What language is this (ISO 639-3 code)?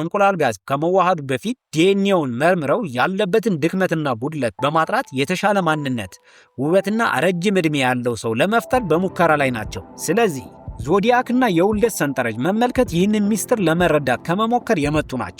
amh